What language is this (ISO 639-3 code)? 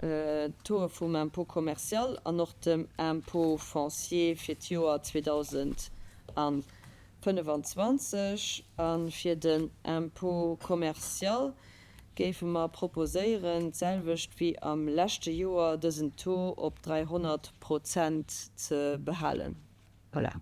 ltz